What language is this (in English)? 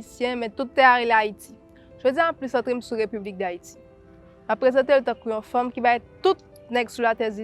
Haitian Creole